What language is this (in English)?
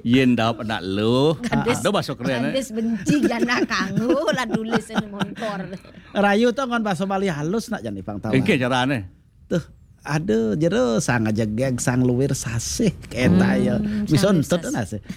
Balinese